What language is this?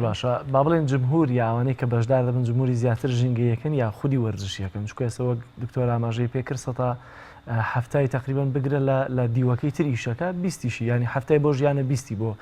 Central Kurdish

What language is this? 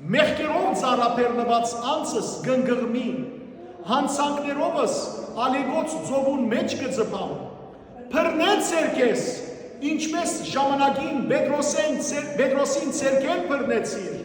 Western Armenian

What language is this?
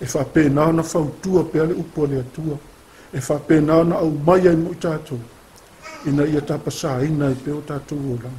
Samoan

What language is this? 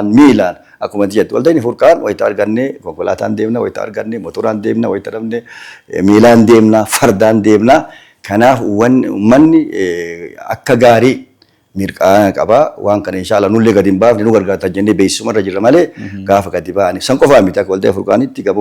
Oromo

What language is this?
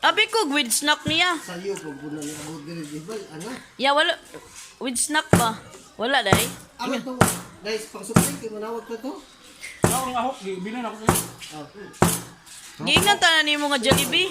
Cebuano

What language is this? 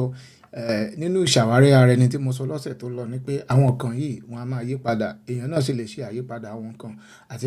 Yoruba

